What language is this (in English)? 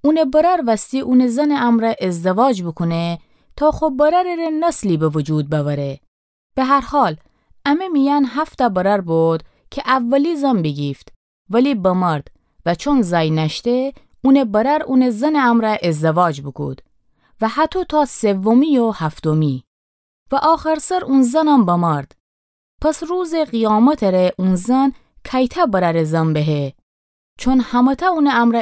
Gilaki